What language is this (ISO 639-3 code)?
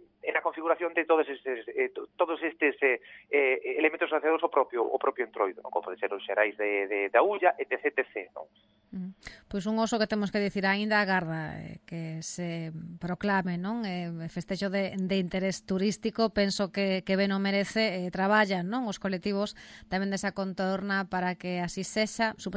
glg